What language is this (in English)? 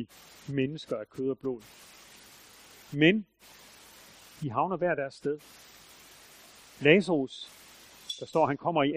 Danish